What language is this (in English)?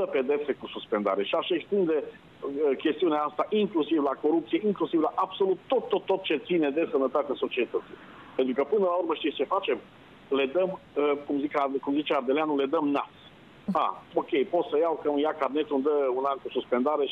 Romanian